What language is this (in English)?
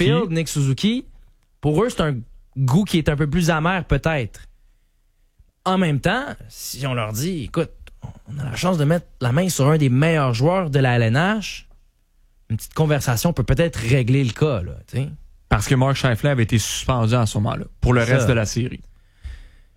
French